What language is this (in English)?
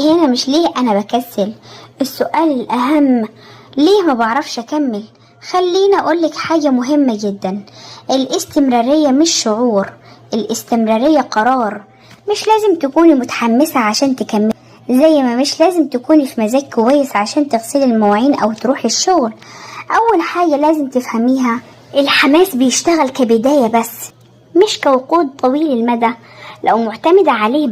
Egyptian Arabic